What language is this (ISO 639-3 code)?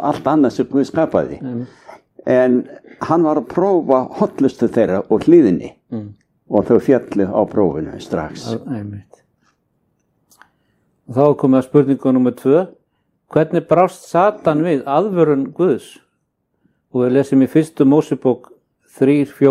isl